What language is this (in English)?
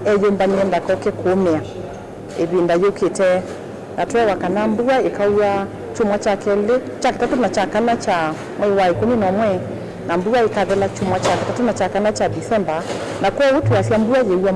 Kamba